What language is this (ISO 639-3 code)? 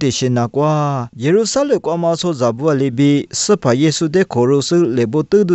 lis